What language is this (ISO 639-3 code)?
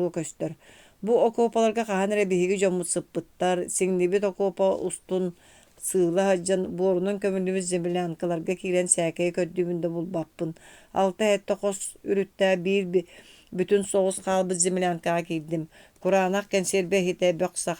sah